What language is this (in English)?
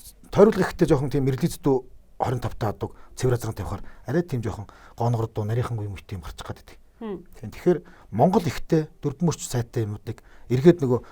Mongolian